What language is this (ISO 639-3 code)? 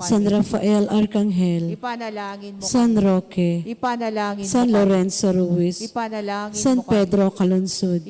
pam